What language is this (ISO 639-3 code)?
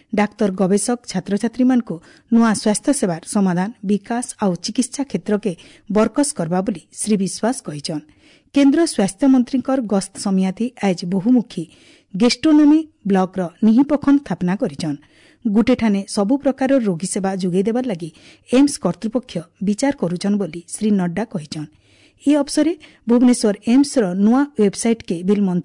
ori